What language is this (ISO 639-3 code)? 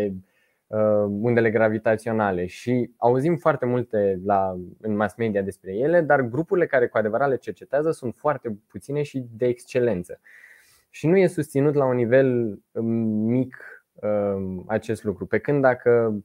ron